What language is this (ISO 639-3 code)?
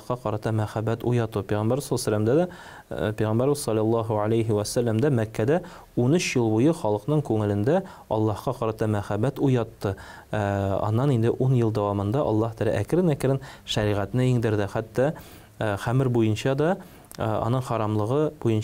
tat